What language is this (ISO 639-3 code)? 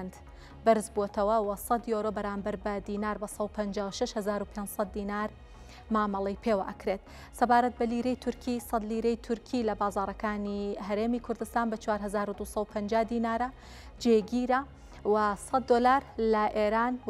ckb